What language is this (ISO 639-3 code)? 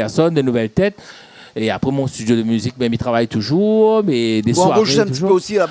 rcf